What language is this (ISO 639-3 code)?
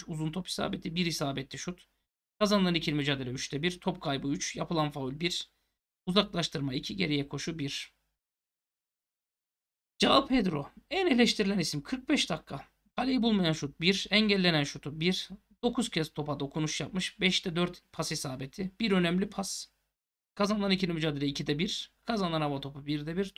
tur